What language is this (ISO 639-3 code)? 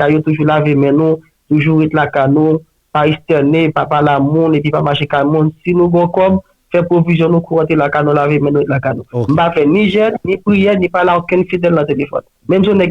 hat